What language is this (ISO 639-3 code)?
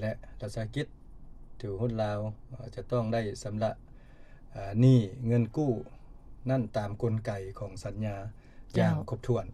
lao